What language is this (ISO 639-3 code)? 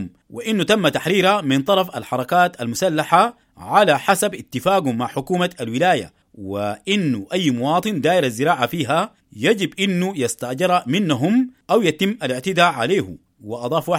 apd